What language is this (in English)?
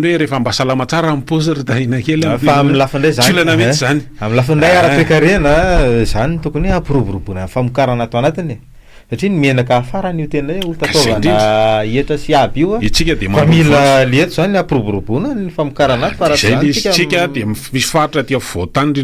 Malagasy